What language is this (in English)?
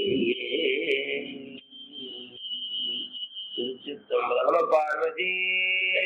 Tamil